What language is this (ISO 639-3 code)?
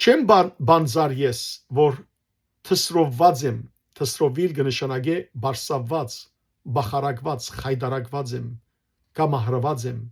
hyw